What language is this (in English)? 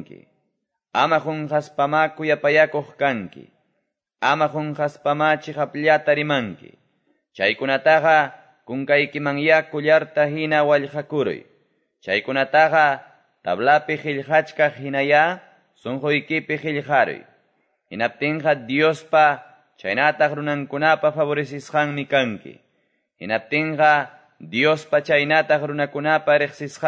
Quechua